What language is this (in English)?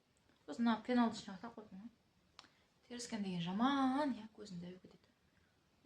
Kazakh